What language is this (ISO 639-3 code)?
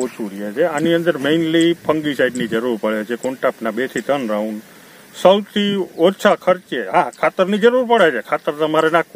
guj